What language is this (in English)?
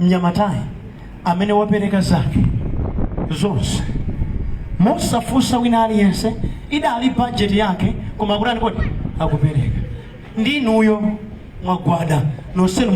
Nyanja